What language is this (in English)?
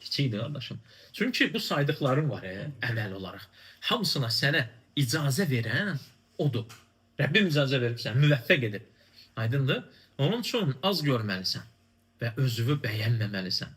Azerbaijani